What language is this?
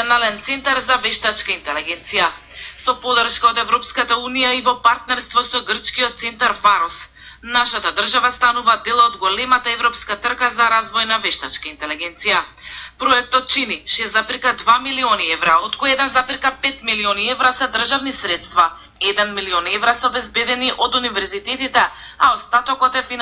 Macedonian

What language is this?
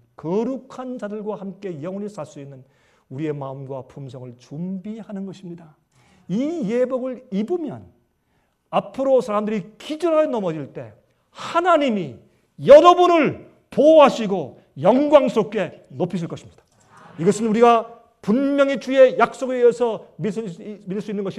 Korean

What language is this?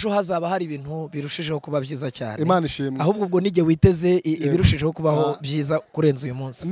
Kinyarwanda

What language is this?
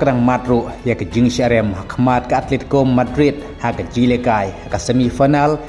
Khasi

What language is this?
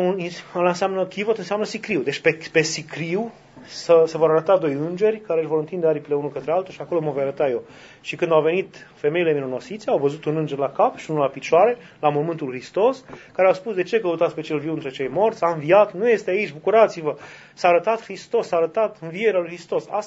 Romanian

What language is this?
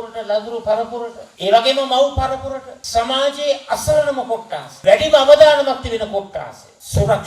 Sinhala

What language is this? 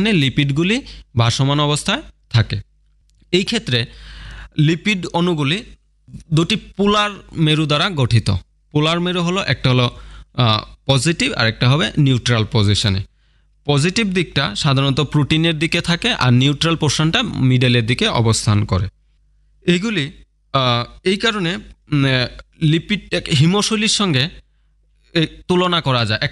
Bangla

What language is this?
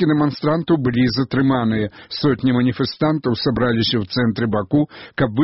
Belarusian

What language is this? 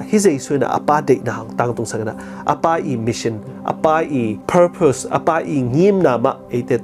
Tedim Chin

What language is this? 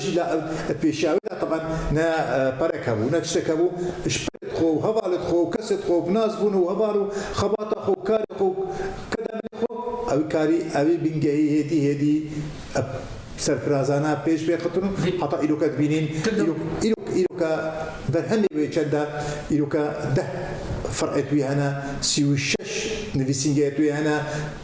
Kurdish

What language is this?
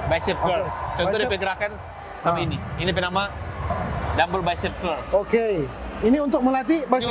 Manado Malay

